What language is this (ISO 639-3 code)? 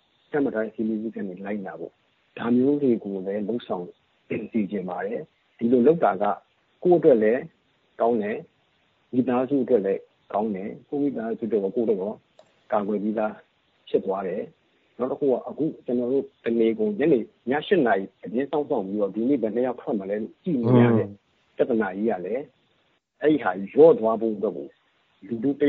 mya